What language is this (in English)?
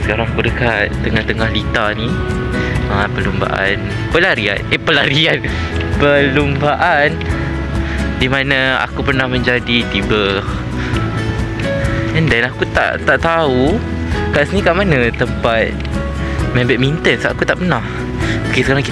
Malay